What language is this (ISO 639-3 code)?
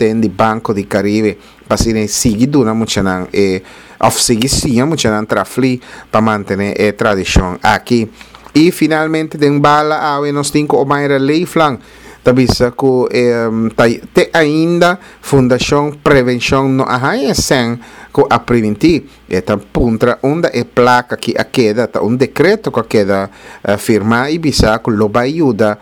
pap